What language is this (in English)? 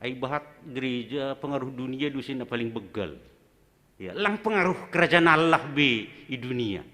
Batak Simalungun